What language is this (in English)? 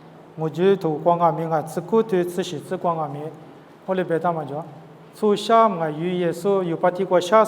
Lisu